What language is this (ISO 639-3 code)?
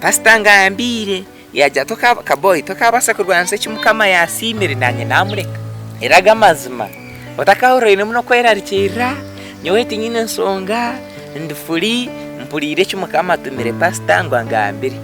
nyn